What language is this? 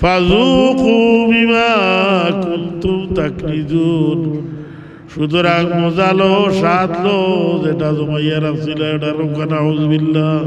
Sylheti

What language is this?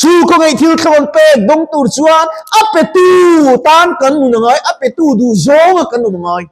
Mizo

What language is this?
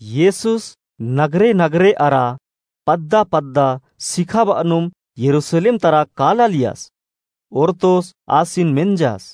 Kurukh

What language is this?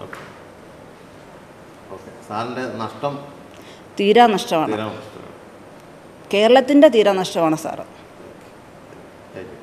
Malayalam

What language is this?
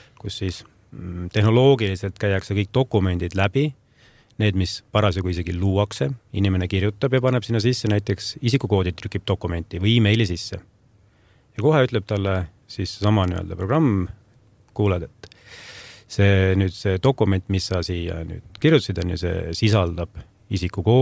Estonian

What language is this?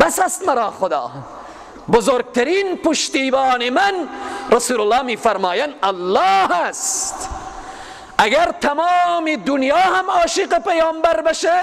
Persian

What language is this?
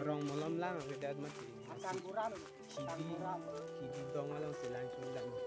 Karbi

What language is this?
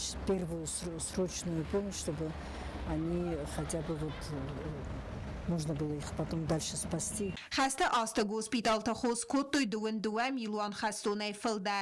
Ossetic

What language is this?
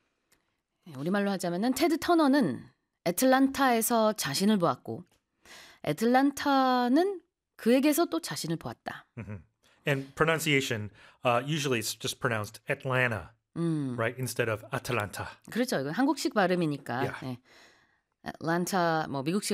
Korean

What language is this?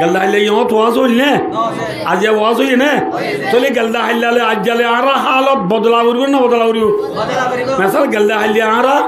Rohingya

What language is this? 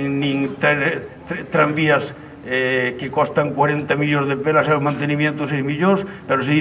Galician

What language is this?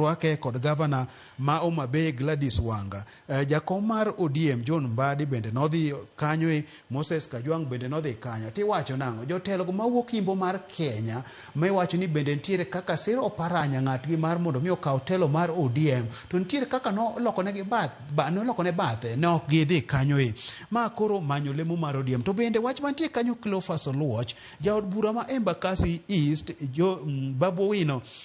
Luo (Kenya and Tanzania)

